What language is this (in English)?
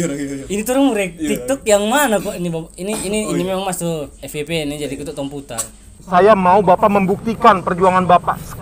Manado Malay